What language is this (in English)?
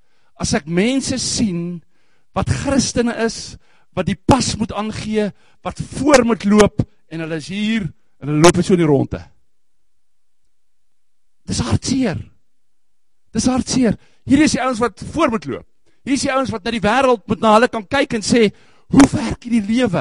Afrikaans